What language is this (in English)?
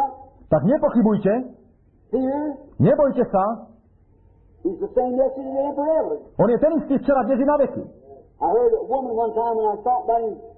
Slovak